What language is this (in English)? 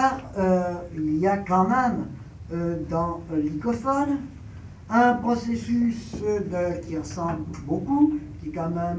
French